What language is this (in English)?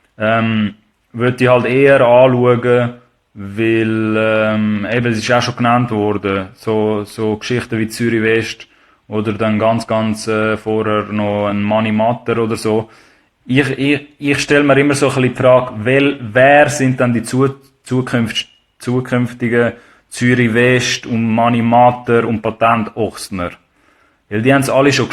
Swiss German